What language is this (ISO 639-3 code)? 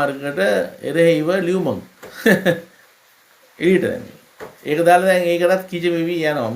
sin